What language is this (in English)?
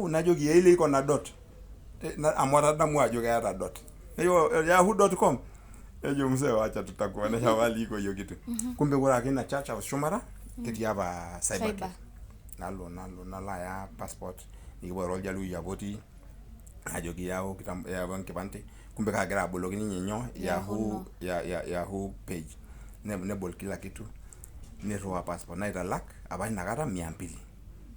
Masai